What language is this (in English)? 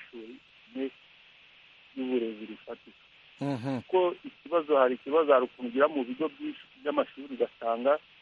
Kinyarwanda